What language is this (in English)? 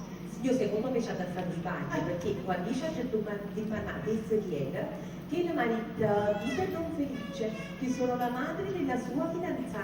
Neapolitan